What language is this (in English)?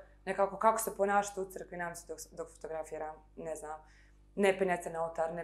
Bosnian